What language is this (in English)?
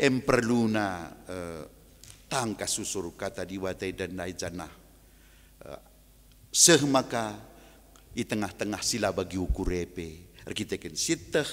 Batak Karo